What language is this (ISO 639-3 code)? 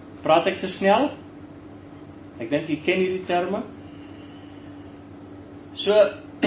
afr